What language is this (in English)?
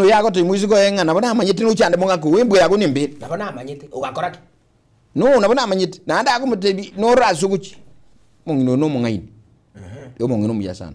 Gusii